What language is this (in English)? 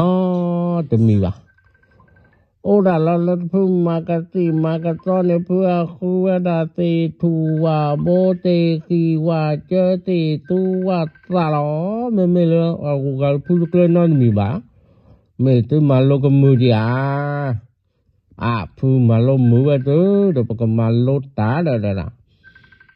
S'gaw Karen